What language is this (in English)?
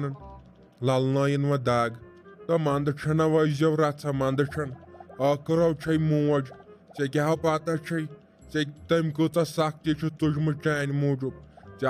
Kashmiri